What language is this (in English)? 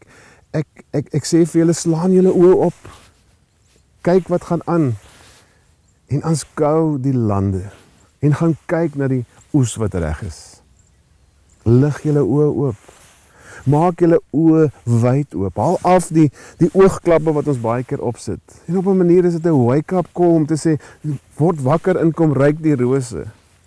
Afrikaans